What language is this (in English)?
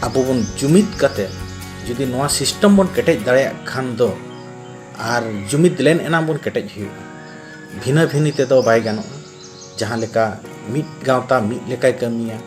Santali